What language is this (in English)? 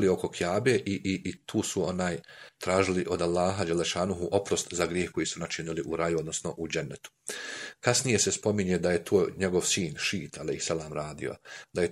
Bosnian